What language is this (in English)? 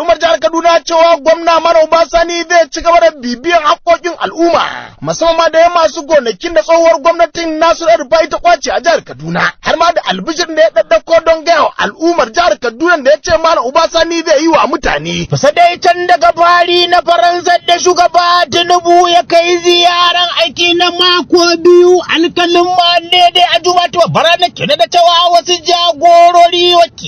Hausa